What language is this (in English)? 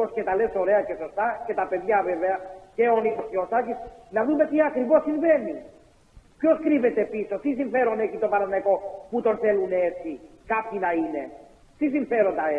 Greek